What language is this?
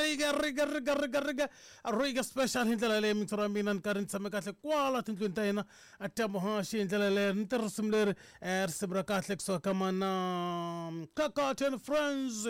Tsonga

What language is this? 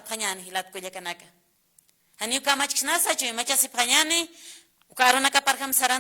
Aymara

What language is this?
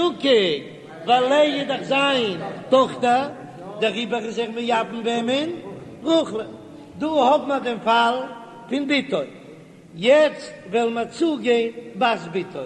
Yiddish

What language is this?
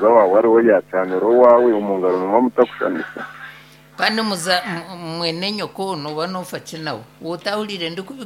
Nyankole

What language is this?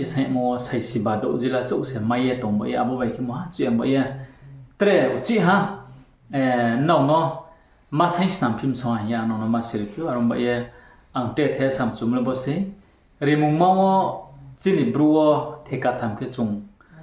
Riang (India)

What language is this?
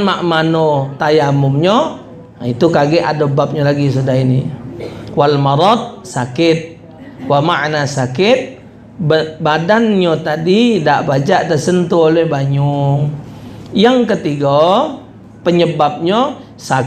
Musi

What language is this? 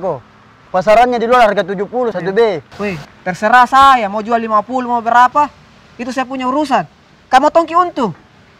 Makassar Malay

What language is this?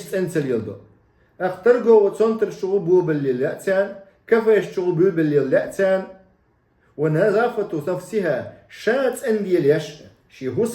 Chechen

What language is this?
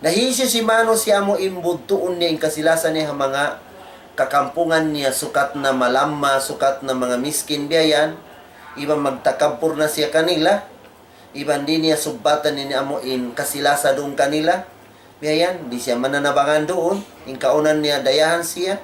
Tausug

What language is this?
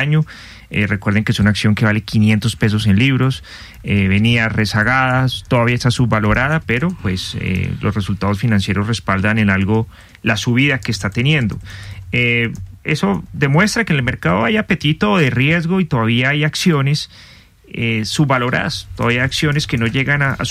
Spanish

